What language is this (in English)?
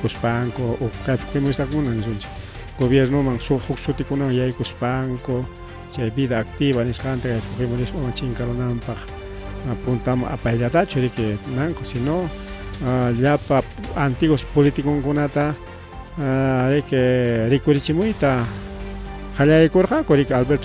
Ayacucho Quechua